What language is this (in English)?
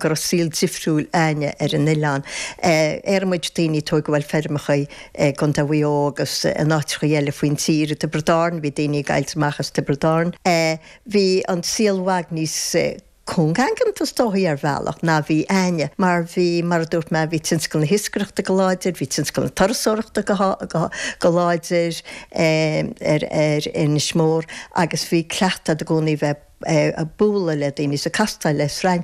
Irish